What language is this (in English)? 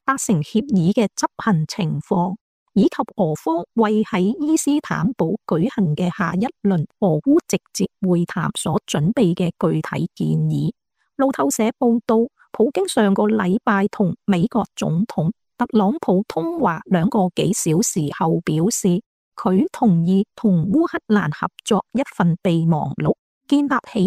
Cantonese